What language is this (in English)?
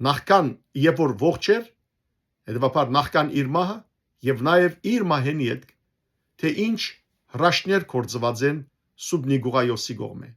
Western Armenian